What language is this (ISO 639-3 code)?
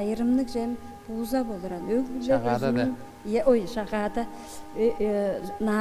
tyv